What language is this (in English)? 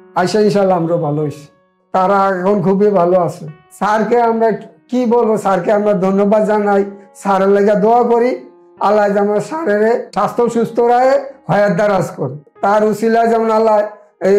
Bangla